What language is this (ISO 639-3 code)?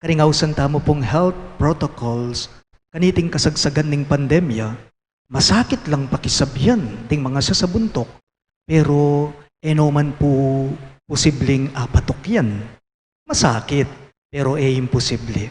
pam